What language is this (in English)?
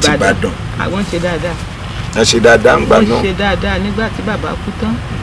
Yoruba